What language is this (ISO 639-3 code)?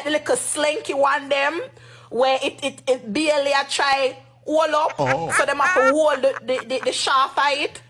jam